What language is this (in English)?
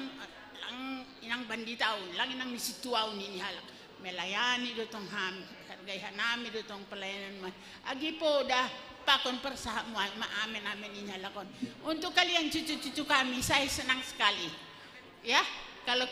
Batak Simalungun